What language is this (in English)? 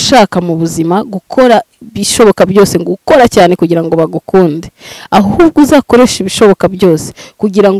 Kinyarwanda